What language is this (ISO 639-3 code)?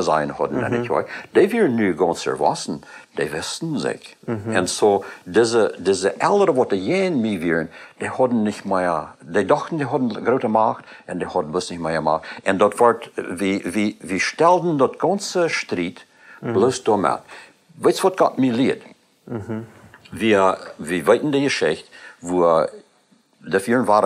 pdt